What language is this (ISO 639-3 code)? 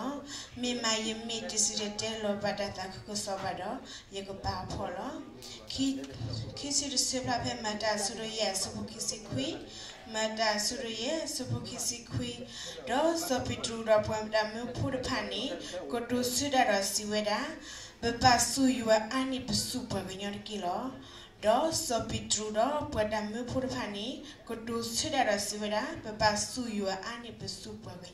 ksw